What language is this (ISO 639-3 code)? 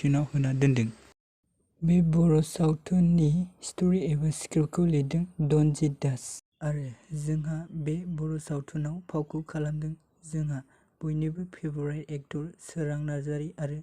brx